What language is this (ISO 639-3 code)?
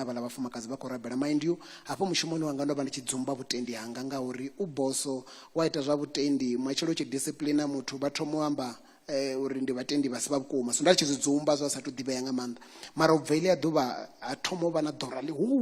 ven